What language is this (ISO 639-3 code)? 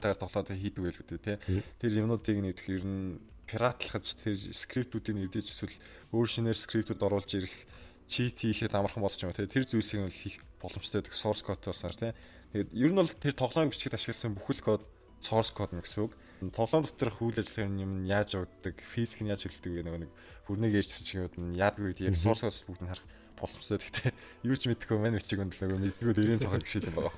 mon